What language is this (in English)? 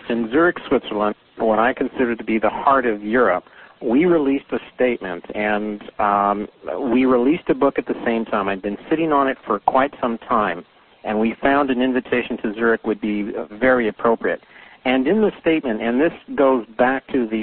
English